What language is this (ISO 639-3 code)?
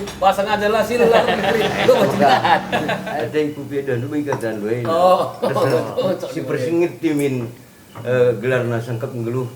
btx